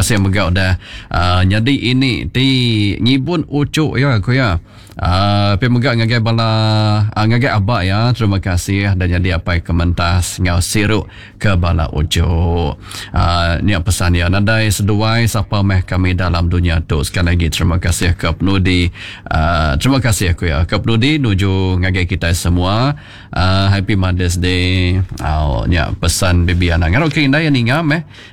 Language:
Iban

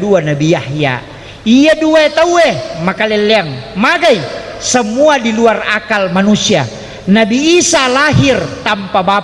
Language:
Buginese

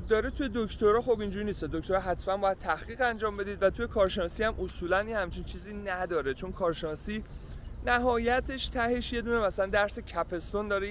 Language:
Persian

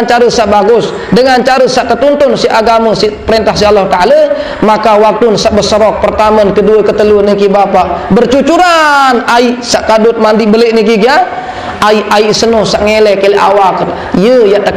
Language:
Sasak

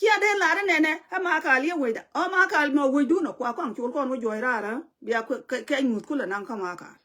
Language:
Nuer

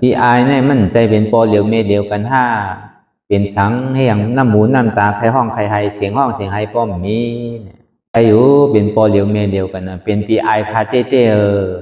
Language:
Shan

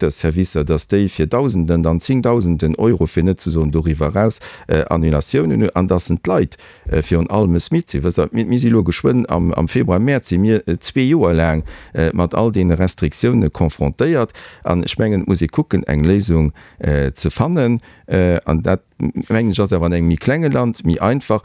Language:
Luxembourgish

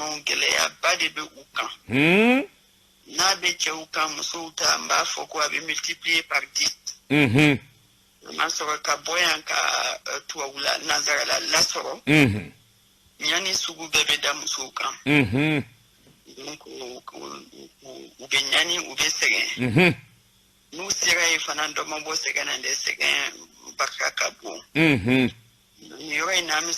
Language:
Bambara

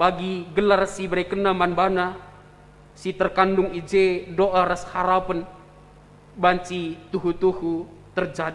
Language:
Batak Karo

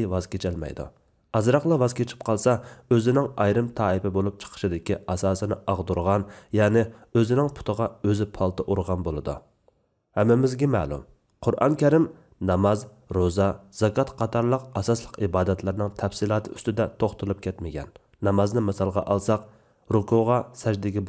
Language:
Uyghur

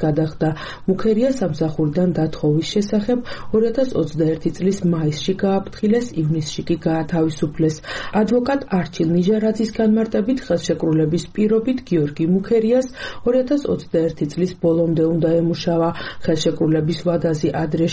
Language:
Georgian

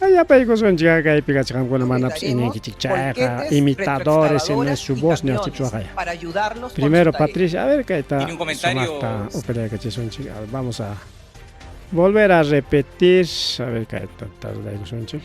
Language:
Ayacucho Quechua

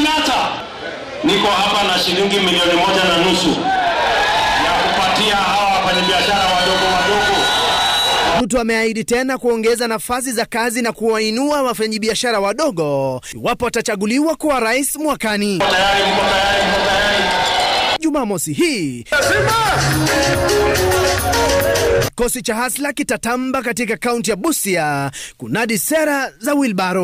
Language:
Swahili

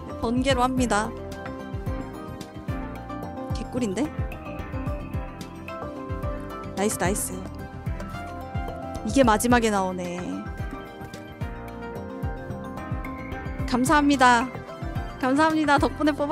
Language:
Korean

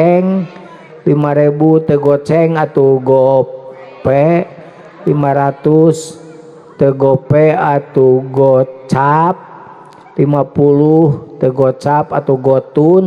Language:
Sundanese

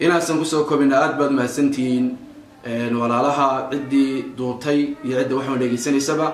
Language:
Somali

